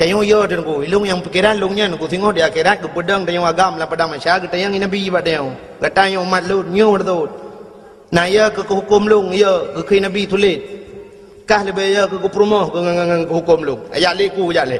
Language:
Achinese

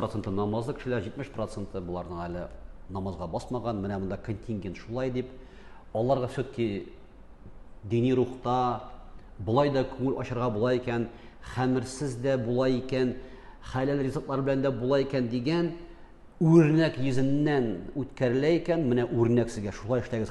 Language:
Tatar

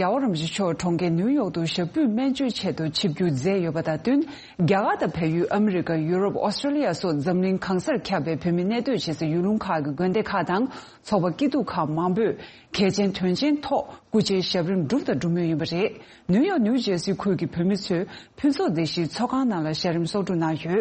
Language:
Tibetan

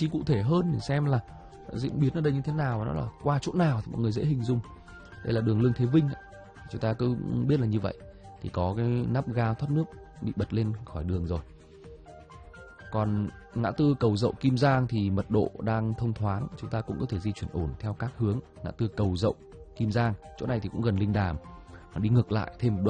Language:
Vietnamese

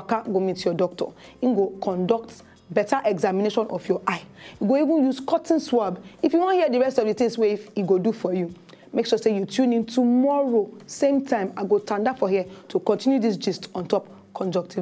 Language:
Nigerian Pidgin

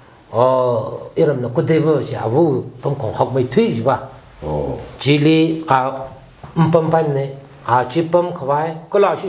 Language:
Tangkhul Naga (India)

